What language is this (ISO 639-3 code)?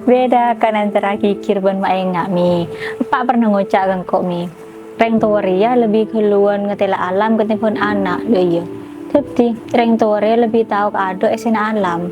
mad